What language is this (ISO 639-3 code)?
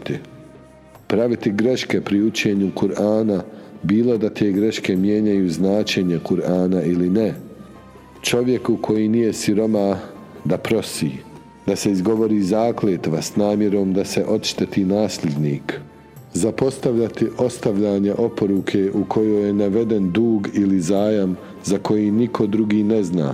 bos